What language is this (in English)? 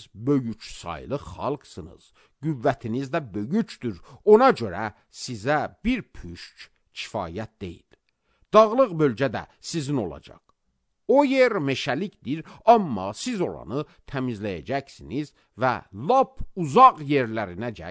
Azerbaijani